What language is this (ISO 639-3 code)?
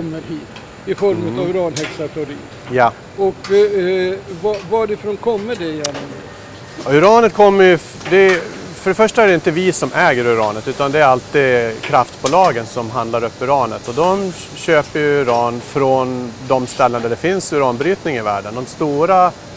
swe